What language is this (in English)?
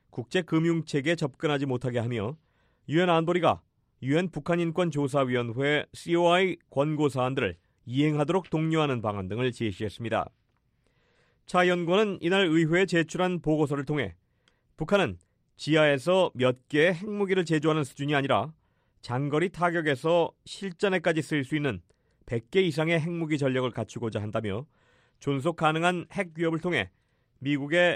Korean